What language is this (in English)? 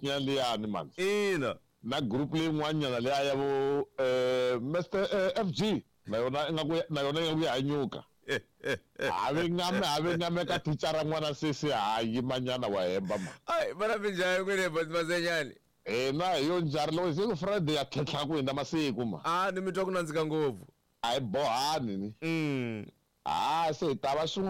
Tsonga